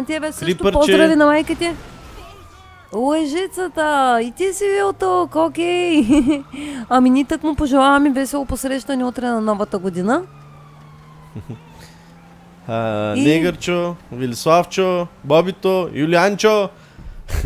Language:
Bulgarian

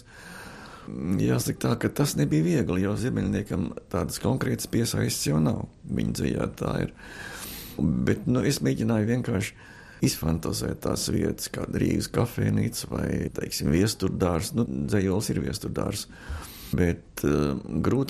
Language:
Latvian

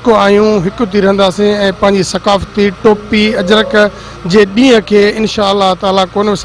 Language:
Sindhi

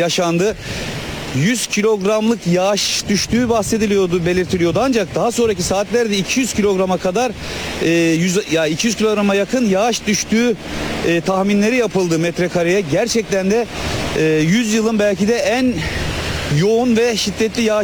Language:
Turkish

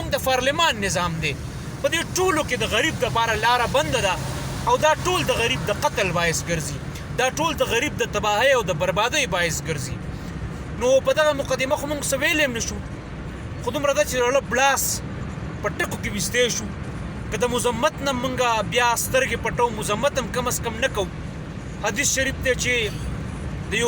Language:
Pashto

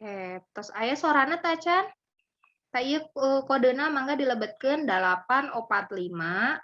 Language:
Sundanese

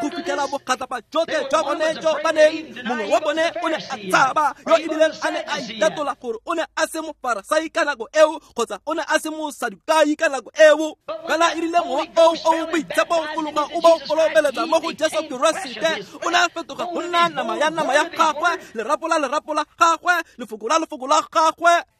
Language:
Tswana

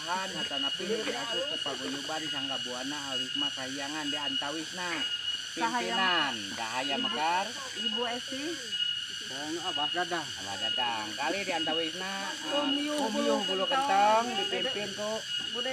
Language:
Sundanese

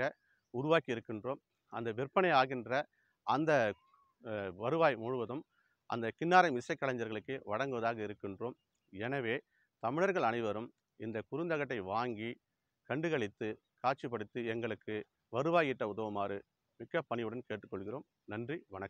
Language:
Tamil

